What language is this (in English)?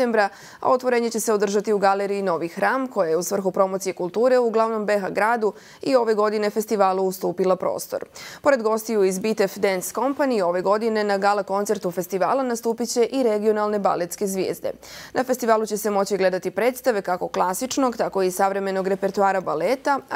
Bosnian